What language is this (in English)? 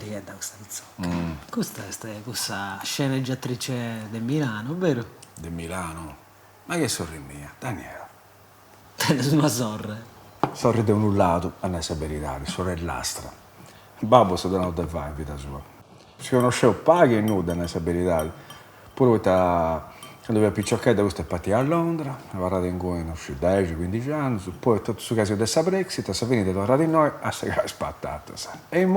Sardinian